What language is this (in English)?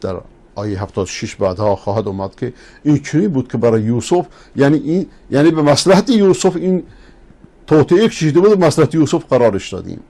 Persian